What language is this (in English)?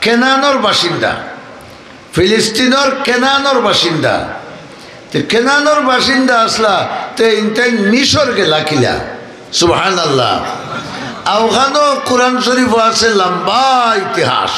Sylheti